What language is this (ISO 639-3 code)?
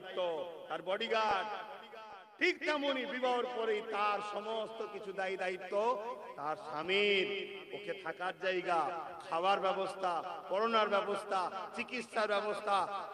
ben